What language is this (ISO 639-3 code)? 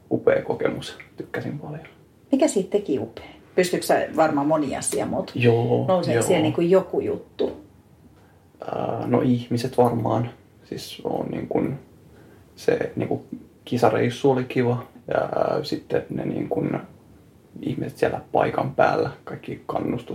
fin